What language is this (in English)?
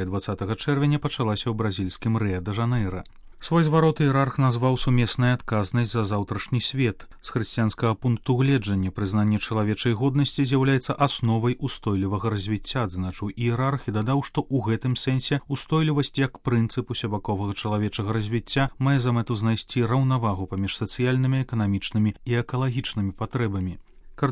Belarusian